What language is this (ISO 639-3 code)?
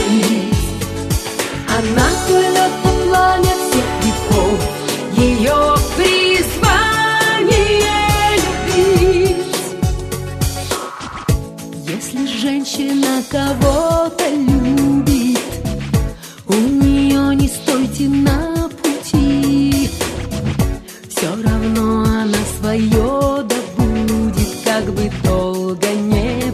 rus